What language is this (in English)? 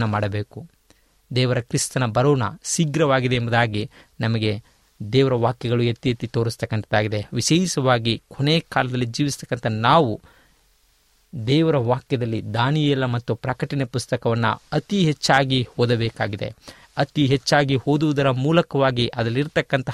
Kannada